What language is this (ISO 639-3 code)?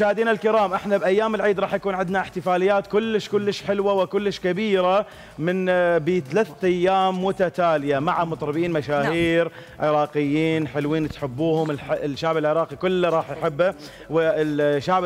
acm